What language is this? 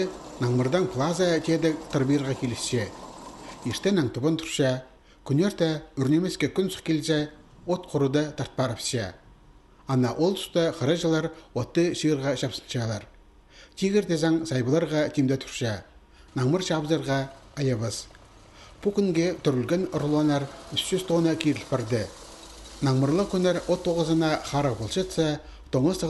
Khakas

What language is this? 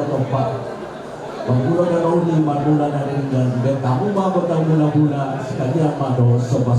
Batak Toba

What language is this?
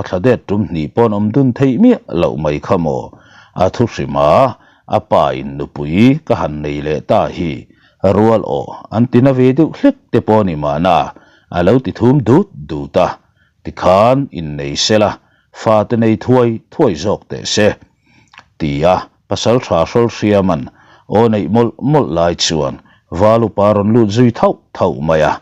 Mizo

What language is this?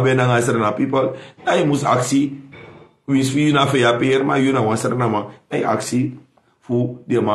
Sranan Tongo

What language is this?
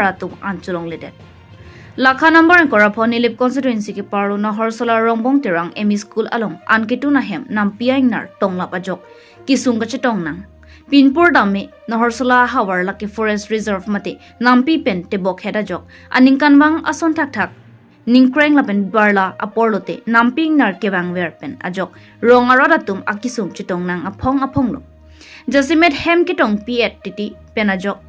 Karbi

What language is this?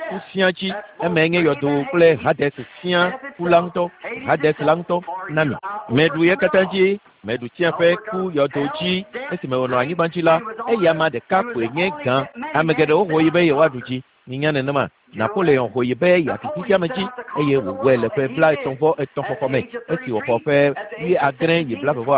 Ewe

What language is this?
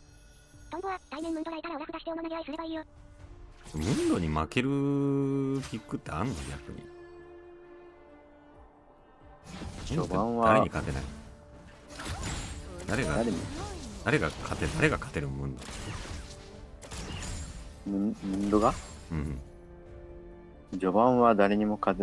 Japanese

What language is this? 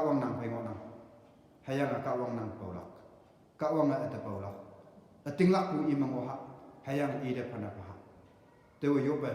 Konyak Naga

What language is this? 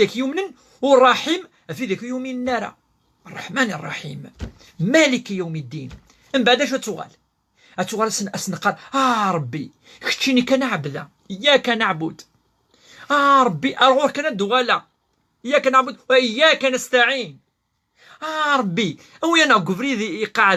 Kabyle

